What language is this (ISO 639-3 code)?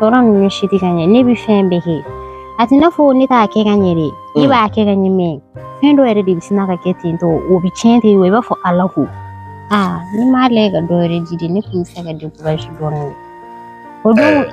bam